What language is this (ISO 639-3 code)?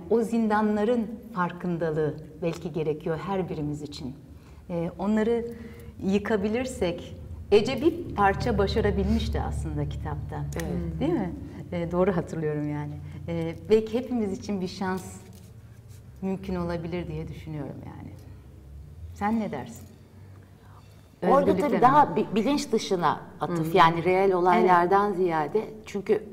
tur